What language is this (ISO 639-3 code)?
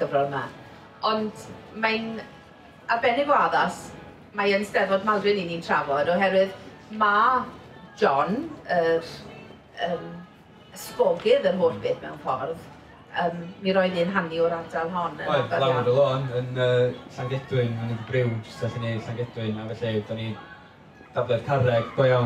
cym